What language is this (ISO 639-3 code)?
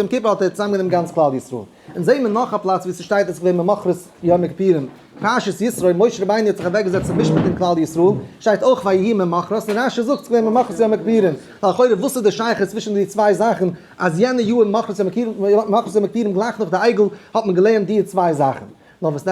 yid